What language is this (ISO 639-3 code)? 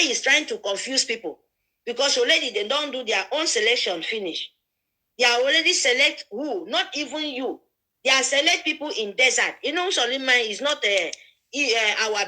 pcm